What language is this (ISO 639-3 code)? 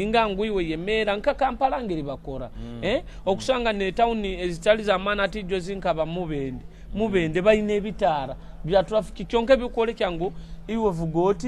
nyo